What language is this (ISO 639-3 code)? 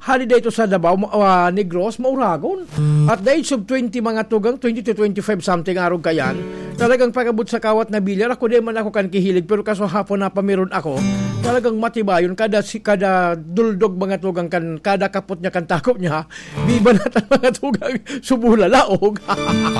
bik